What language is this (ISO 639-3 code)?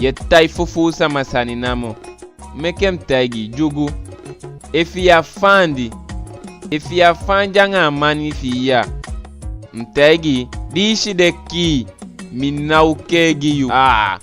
djk